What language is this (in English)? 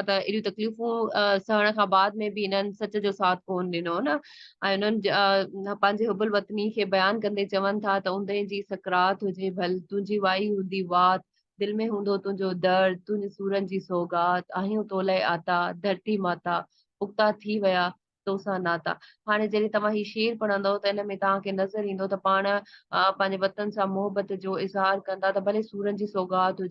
Sindhi